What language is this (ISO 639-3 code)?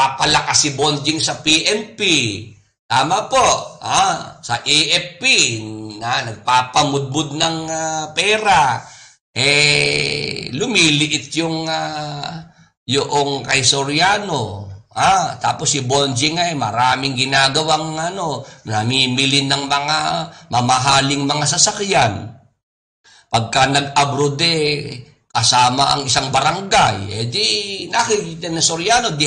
fil